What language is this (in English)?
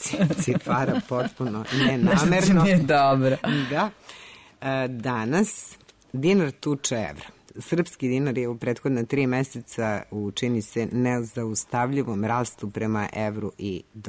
Serbian